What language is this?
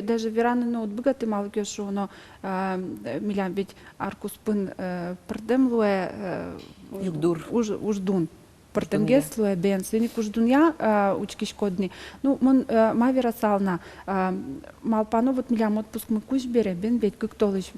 Udmurt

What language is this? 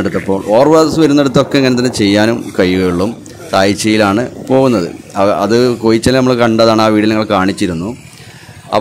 Malayalam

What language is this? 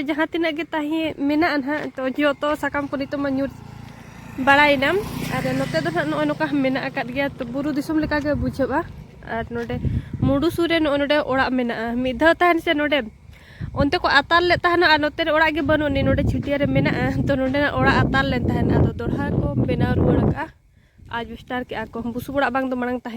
Santali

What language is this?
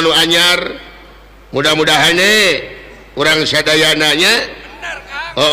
Sundanese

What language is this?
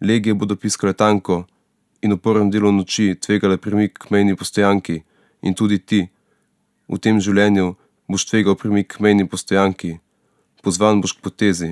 Slovenian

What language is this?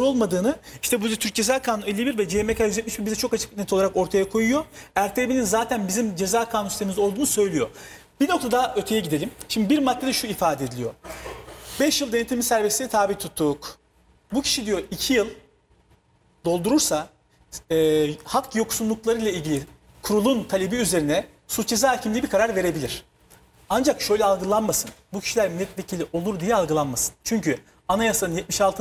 Turkish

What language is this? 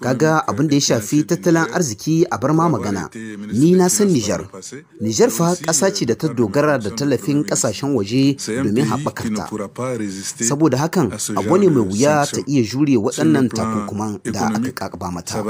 Hausa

